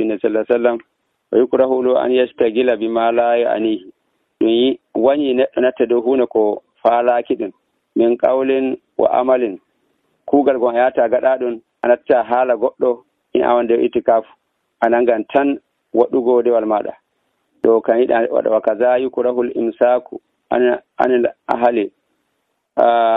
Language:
Nigerian Fulfulde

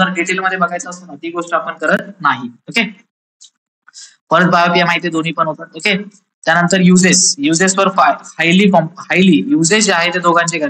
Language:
Marathi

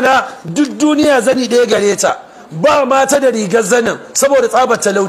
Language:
Hausa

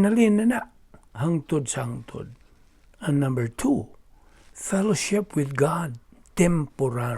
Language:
Cebuano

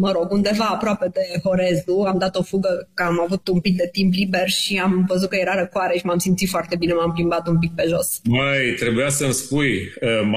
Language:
Romanian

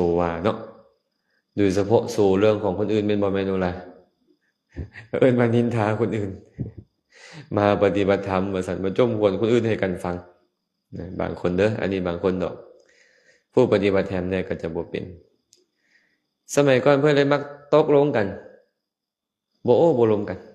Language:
Lao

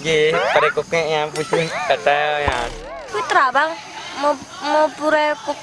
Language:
Achinese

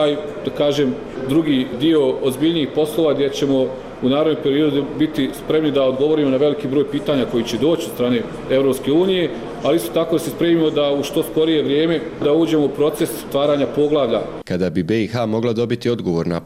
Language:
Bosnian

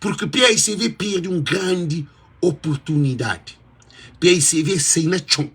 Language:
Kabuverdianu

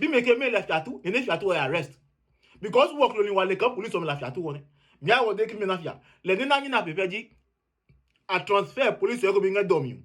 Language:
Adangme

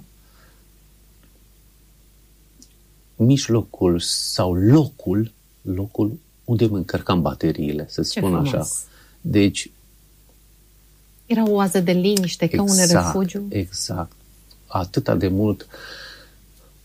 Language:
Romanian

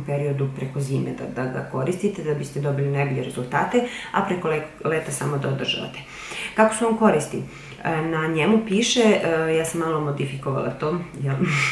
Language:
Serbian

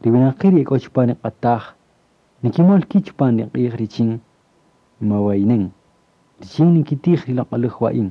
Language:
Kaqchikel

